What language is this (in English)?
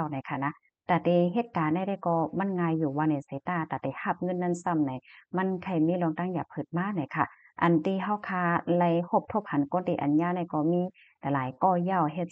Shan